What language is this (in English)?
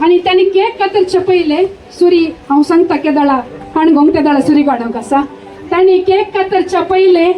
Konkani